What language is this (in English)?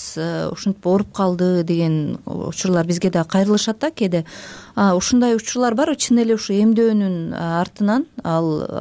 Kyrgyz